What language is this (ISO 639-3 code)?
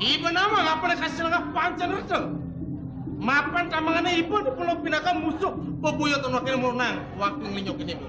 ban